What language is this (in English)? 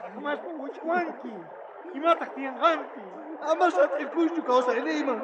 South Bolivian Quechua